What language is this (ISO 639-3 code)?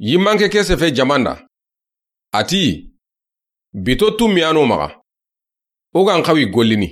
snk